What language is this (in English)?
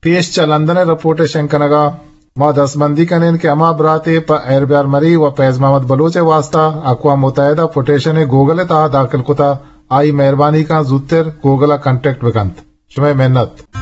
Eastern Balochi